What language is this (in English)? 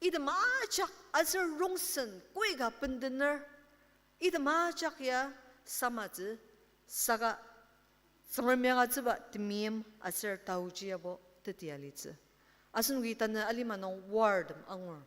Ao Naga